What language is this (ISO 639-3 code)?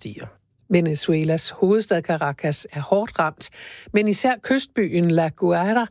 dan